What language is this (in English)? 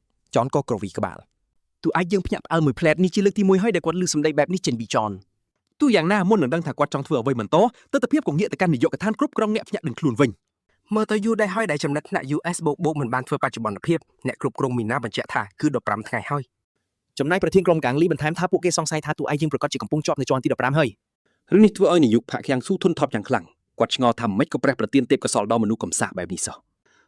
Khmer